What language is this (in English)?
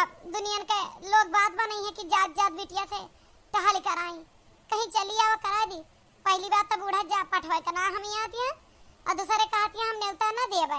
Awadhi